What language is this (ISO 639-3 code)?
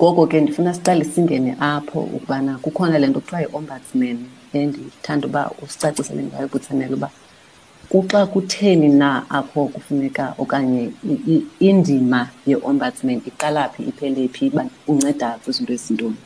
xho